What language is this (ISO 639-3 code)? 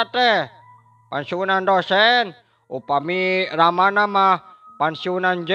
sun